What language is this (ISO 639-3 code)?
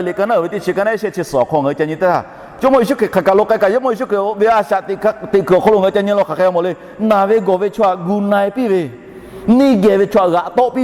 lhu